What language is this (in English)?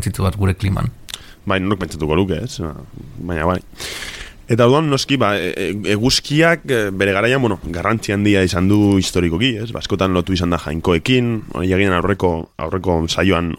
Basque